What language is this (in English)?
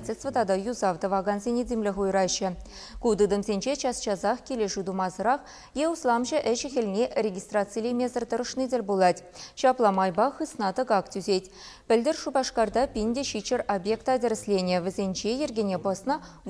Chuvash